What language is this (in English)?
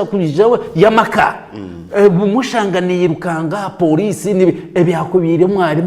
Nyankole